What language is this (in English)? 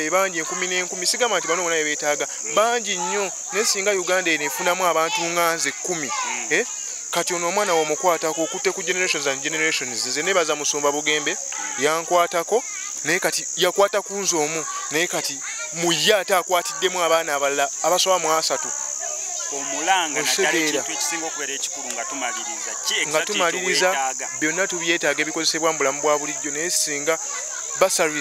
Ganda